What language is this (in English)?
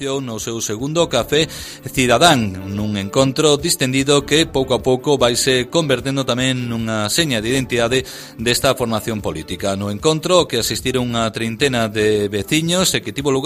Galician